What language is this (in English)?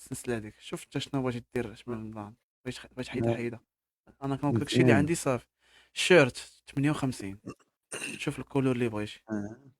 Moroccan Arabic